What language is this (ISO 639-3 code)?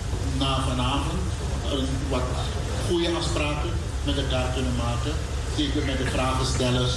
nld